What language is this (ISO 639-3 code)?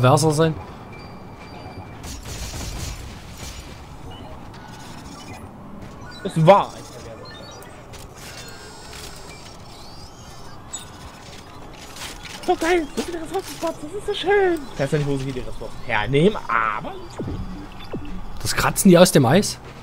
deu